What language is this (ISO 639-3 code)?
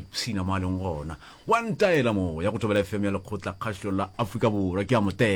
nso